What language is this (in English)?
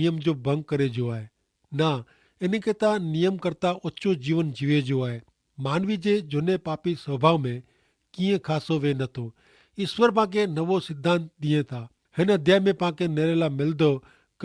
Kachhi